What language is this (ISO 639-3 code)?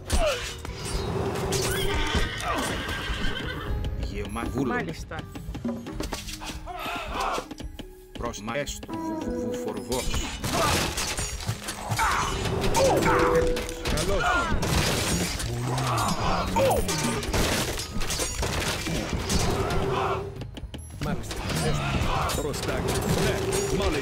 ell